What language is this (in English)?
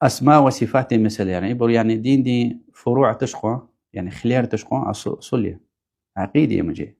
Lezghian